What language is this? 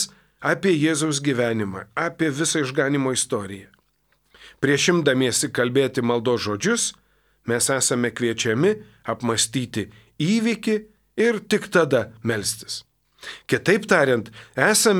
Lithuanian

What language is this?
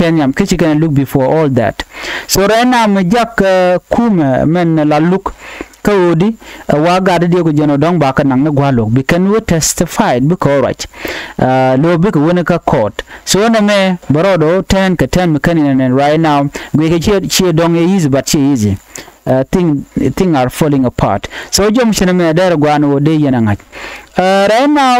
Nuer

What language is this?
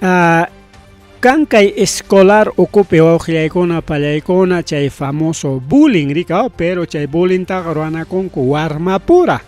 Ayacucho Quechua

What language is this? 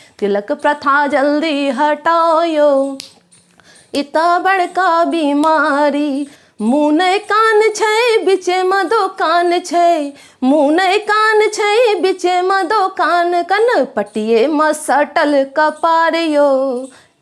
Maithili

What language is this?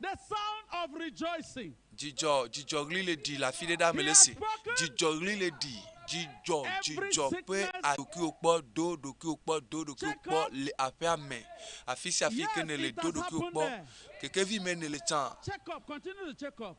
Ewe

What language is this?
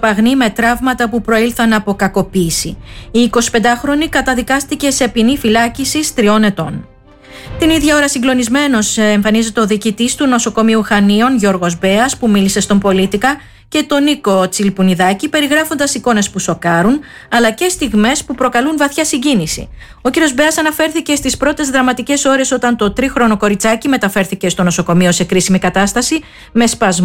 Greek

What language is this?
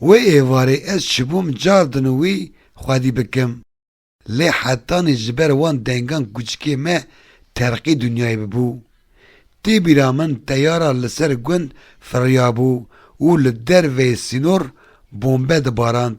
Kurdish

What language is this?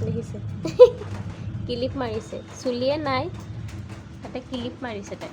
Assamese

